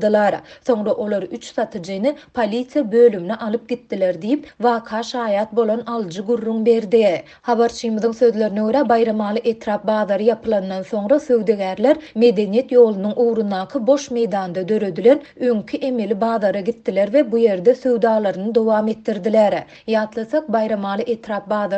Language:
Turkmen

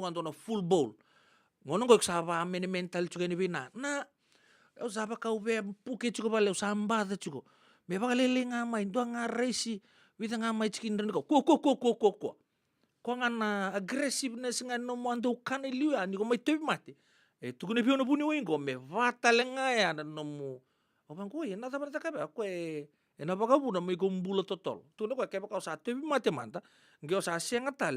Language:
Fijian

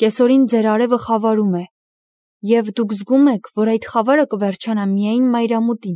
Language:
Armenian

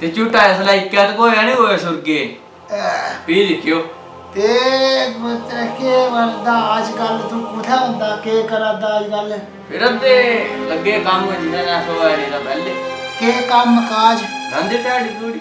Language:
Dogri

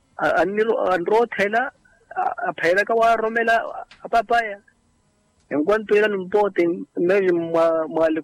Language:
Makhuwa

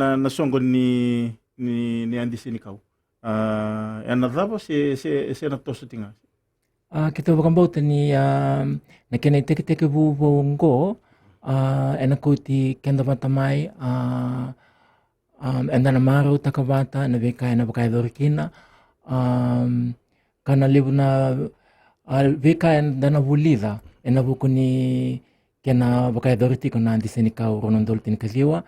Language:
Fijian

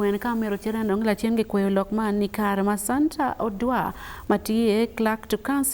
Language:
Acoli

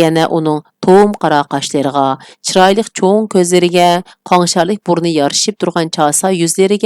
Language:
Uyghur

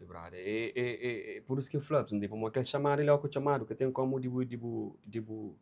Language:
Kabuverdianu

